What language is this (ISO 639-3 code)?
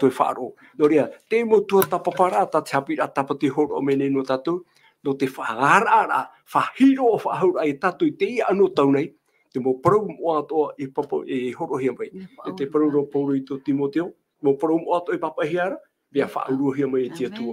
tah